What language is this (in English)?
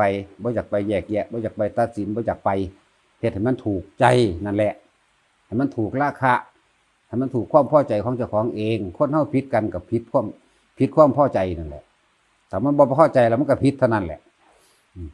Northeastern Thai